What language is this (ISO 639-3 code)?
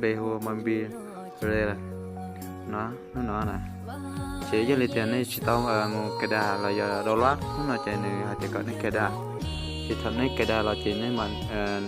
hmn